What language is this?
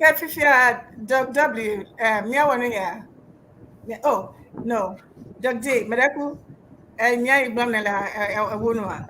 Ewe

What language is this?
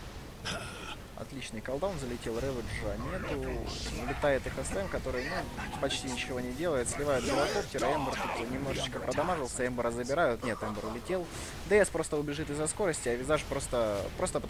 Russian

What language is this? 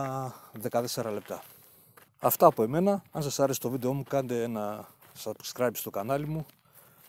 Greek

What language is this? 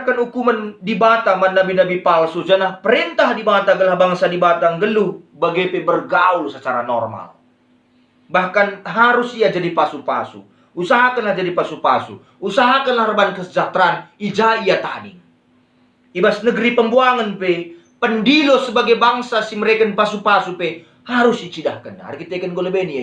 Batak Karo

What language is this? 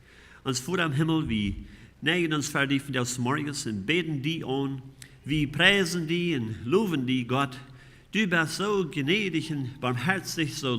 Plautdietsch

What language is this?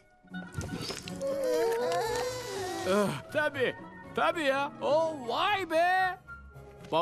Turkish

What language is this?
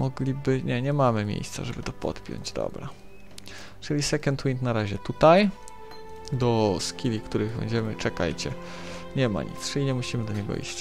Polish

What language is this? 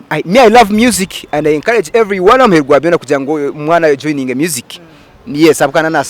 Nyankole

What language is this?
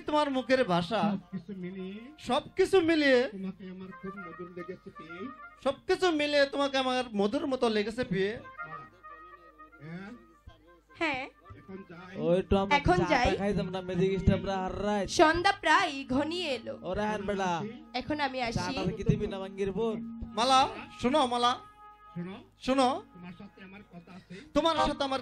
Bangla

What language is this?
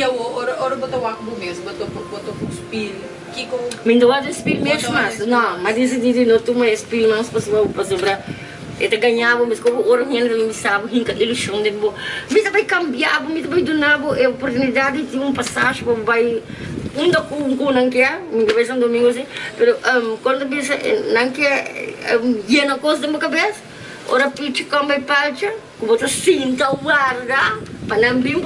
Papiamento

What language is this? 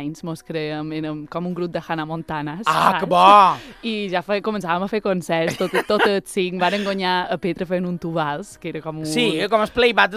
Catalan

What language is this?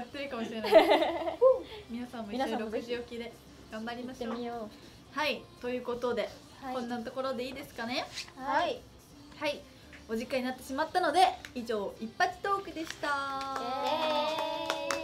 Japanese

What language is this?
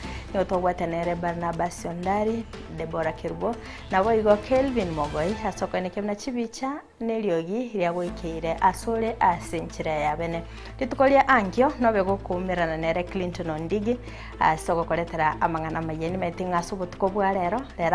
Gusii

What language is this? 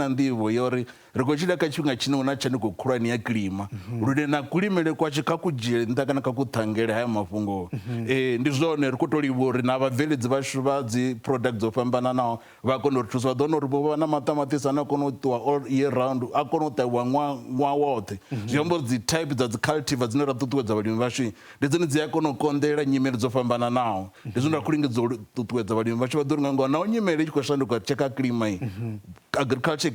Venda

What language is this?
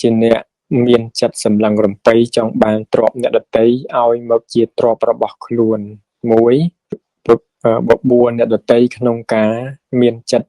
Khmer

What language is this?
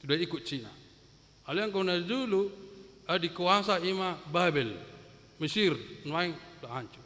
Batak Toba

